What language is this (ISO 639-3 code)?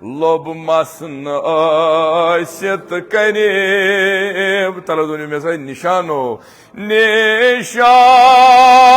kas